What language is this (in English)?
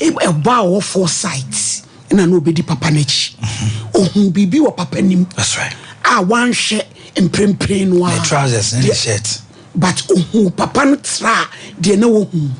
Akan